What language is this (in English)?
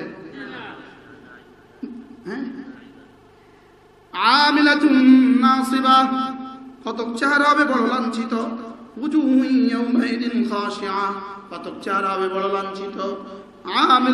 Bangla